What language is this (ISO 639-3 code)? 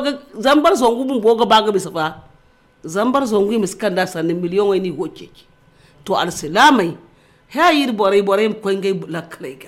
dje